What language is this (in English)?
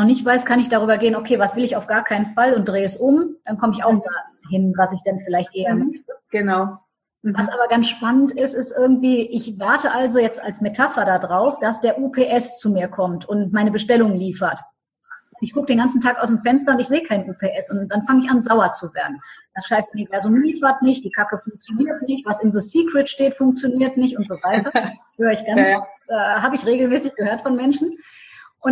German